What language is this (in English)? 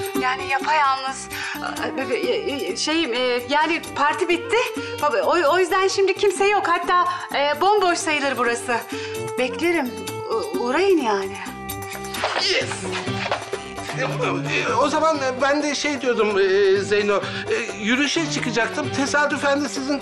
Turkish